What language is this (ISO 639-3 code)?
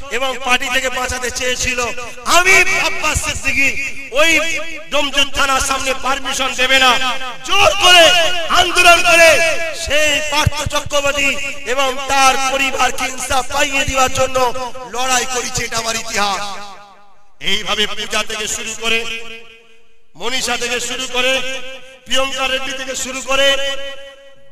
ben